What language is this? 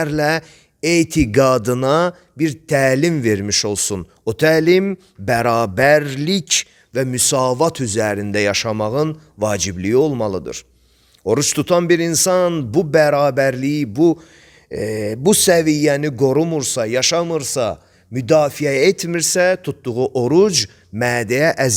Azerbaijani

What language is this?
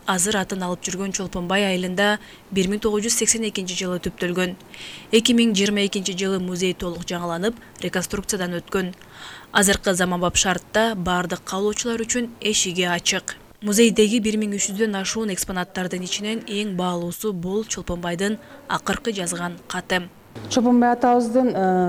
Kyrgyz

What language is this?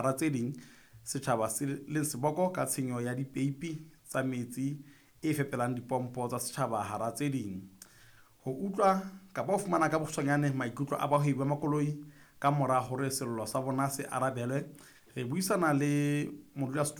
Southern Sotho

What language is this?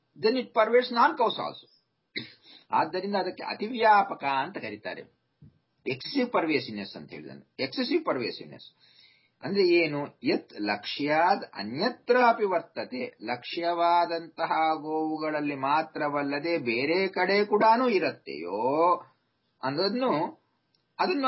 Kannada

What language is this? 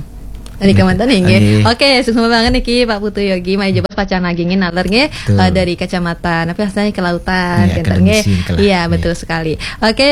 Balinese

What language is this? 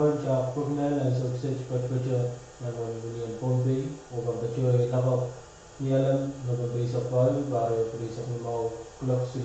Pohnpeian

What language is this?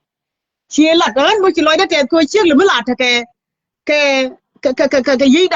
Nuer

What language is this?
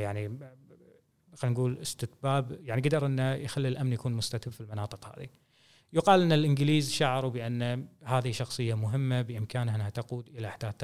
Gulf Arabic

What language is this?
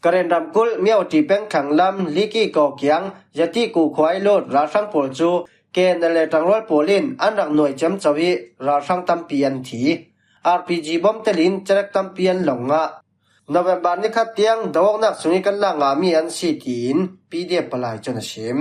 Falam Chin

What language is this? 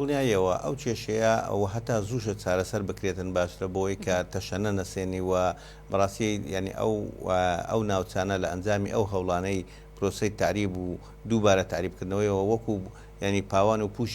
Central Kurdish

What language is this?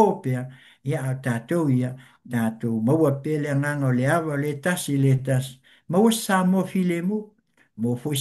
Samoan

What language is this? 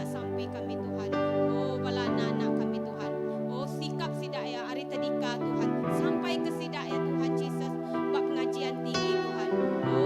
Iban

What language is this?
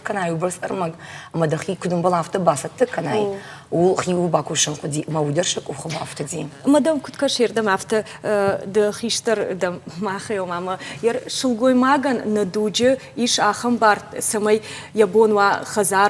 Ossetic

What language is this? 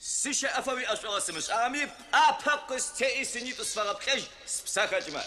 Adyghe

